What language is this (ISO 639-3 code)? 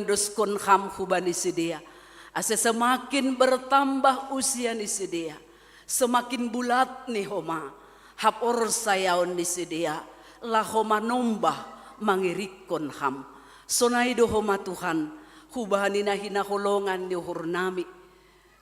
bts